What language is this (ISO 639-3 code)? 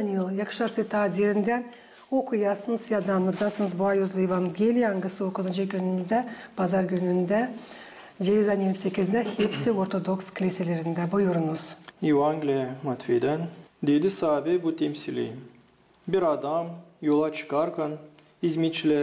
gag